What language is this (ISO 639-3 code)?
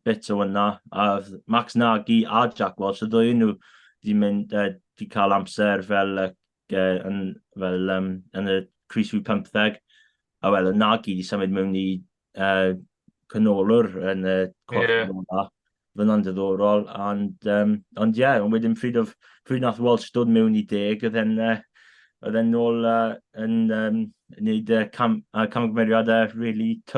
cym